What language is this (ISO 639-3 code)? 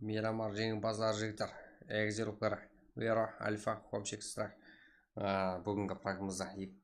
kaa